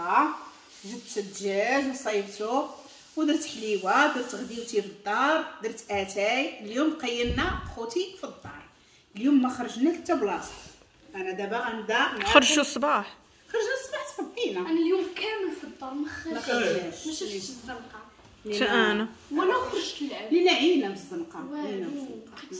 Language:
Moroccan Arabic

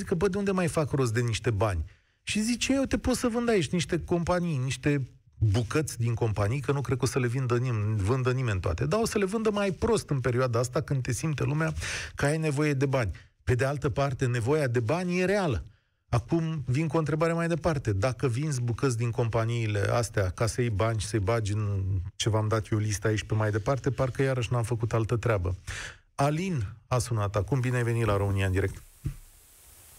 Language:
Romanian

